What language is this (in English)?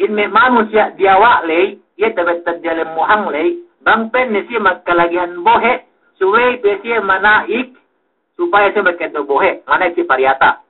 Yakan